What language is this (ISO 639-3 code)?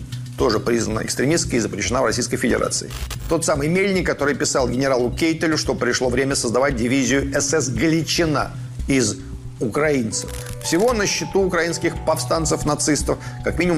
rus